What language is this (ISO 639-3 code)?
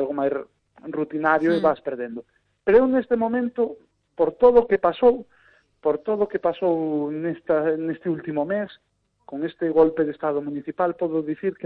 glg